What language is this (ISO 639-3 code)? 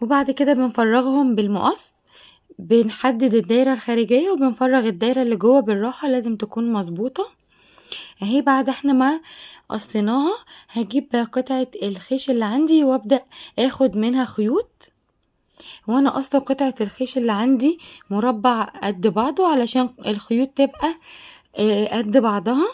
arz